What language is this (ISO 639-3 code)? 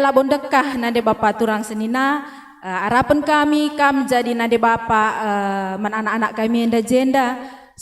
btx